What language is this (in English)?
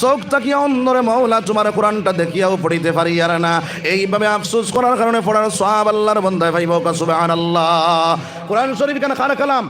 Sylheti